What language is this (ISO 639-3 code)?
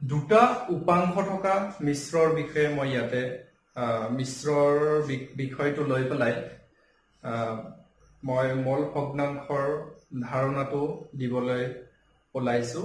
asm